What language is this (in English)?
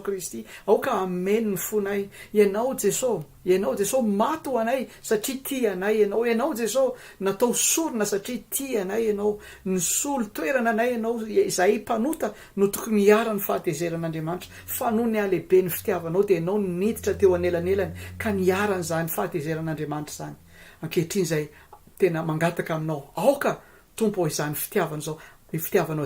Malagasy